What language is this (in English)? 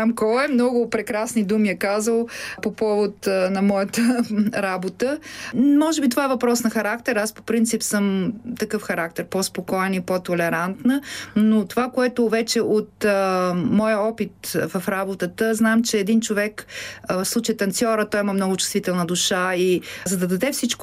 Bulgarian